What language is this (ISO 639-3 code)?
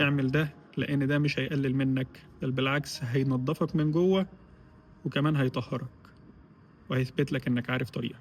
arz